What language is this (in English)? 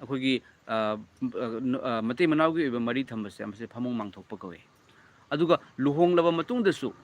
Manipuri